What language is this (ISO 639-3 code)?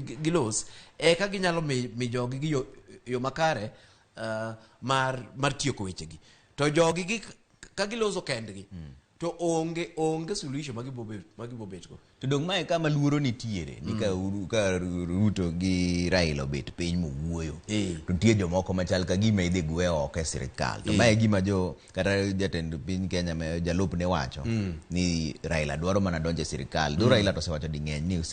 luo